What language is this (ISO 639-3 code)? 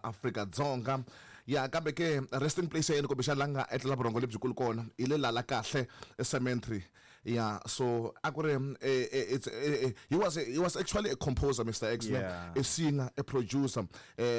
tso